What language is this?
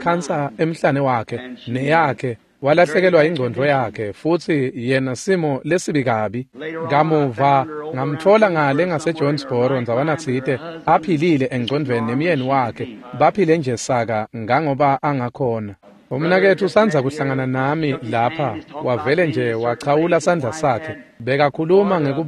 Swati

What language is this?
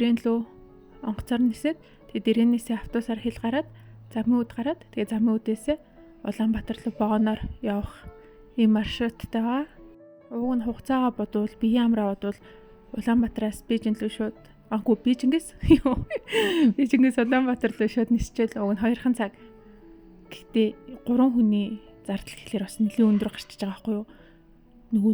Mongolian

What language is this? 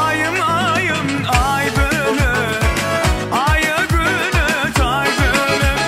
Turkmen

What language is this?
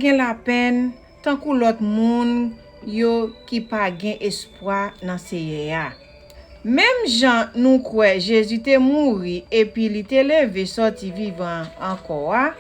Haitian Creole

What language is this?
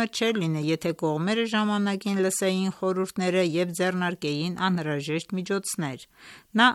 Armenian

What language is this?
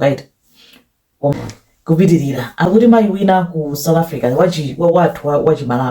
Nyanja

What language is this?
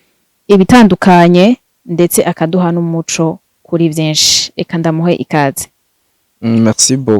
Rundi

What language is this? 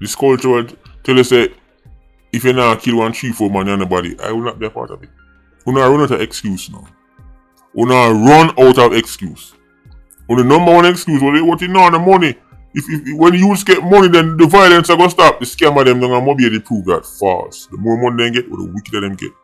Jamaican Creole English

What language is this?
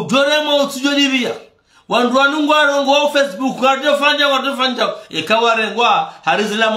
Ngazidja Comorian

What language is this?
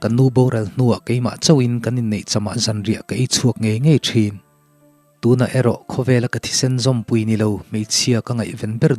Mizo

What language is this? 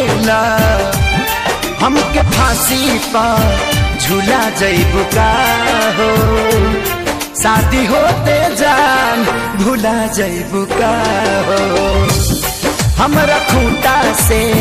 Bhojpuri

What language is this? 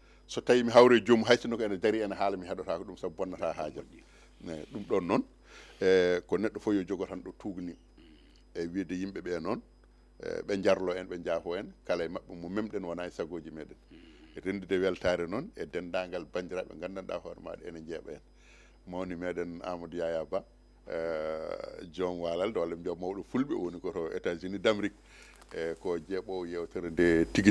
Fula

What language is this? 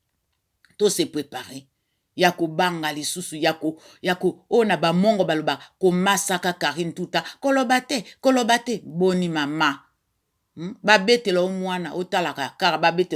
Lingala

